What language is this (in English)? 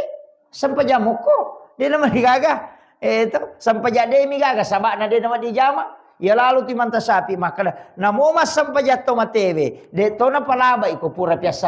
Buginese